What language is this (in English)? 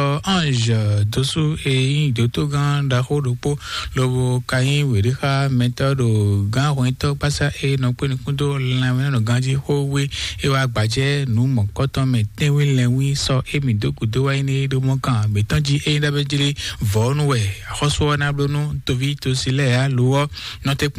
Fon